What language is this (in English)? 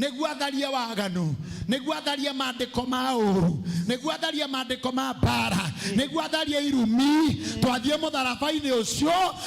Kikuyu